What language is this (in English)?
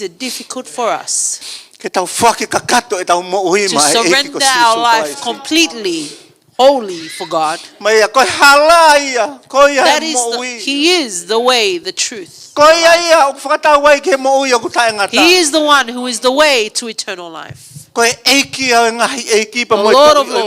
Tongan